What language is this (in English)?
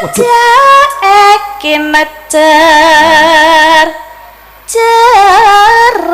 Javanese